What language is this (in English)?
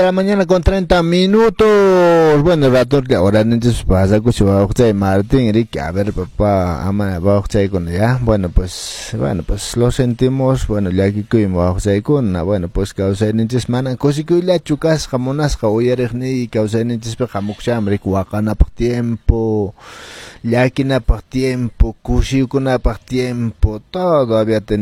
Quechua